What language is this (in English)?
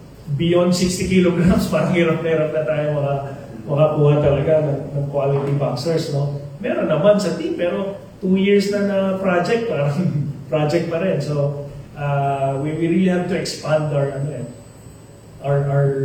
Filipino